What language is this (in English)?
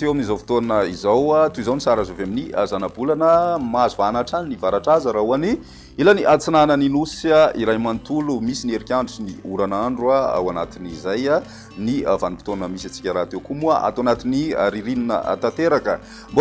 Malagasy